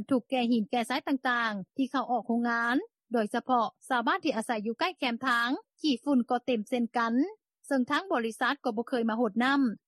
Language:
Lao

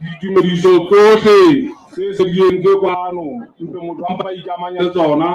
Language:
Southern Sotho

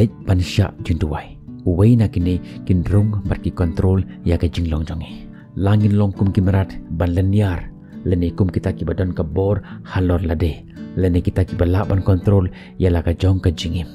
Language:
Khasi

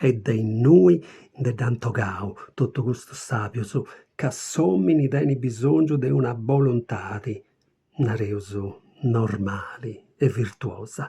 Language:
Sardinian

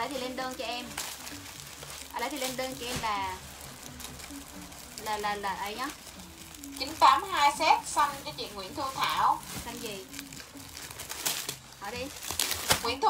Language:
Vietnamese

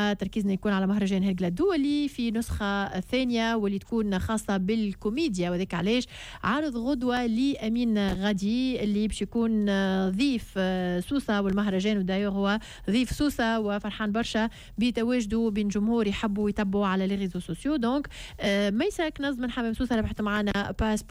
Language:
Tunisian Arabic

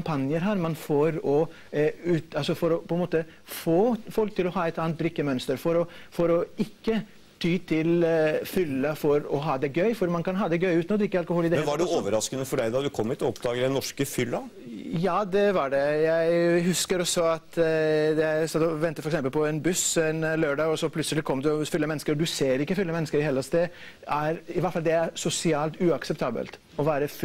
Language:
Norwegian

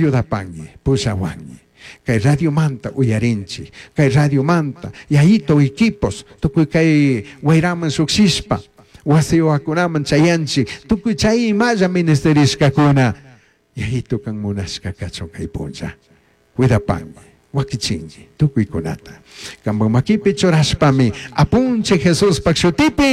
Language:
Chimborazo Highland Quichua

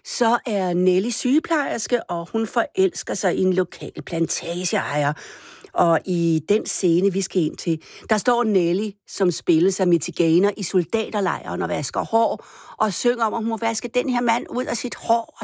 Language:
Danish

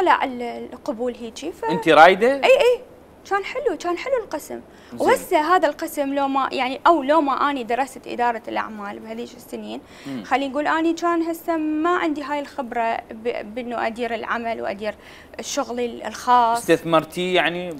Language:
Mesopotamian Arabic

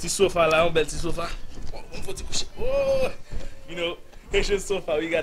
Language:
Haitian Creole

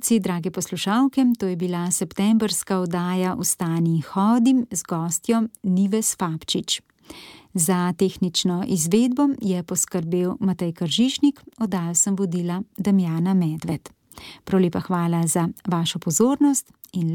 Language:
Slovenian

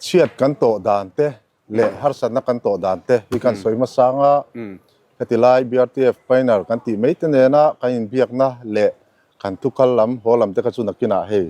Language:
Mizo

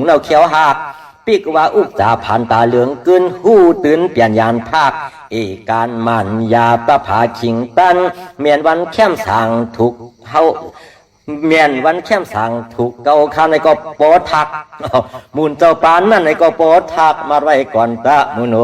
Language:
Shan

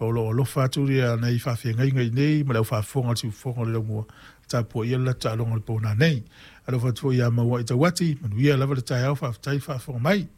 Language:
Samoan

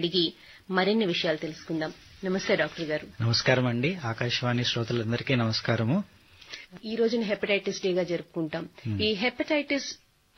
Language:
Telugu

